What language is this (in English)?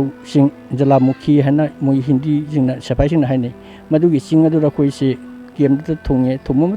Manipuri